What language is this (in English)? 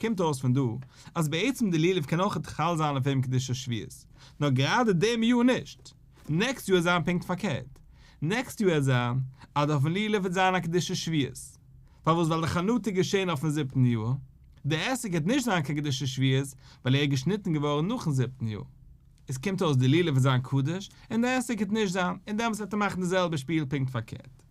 Yiddish